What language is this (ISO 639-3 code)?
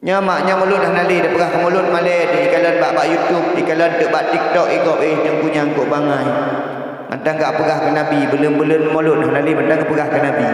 ace